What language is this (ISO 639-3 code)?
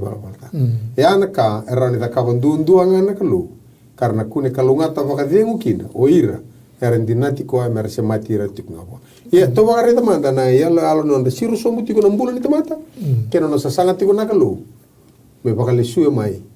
fij